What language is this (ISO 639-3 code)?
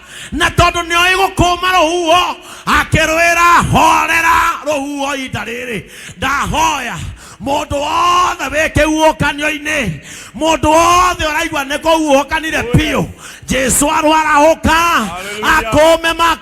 kik